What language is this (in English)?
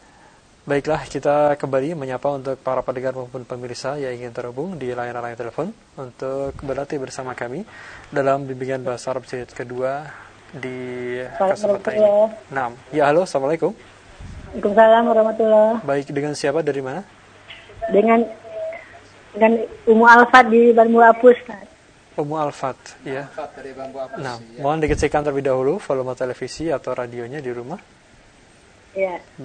Indonesian